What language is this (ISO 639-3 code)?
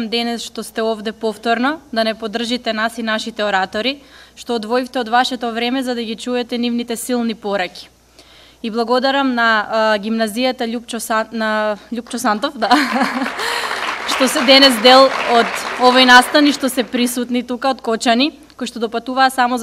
mkd